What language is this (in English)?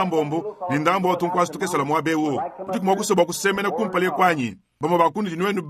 Luba-Lulua